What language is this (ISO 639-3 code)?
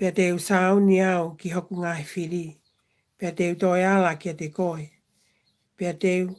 ton